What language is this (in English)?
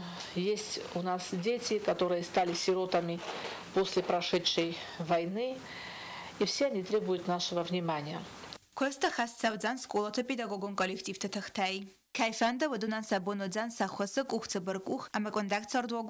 Ossetic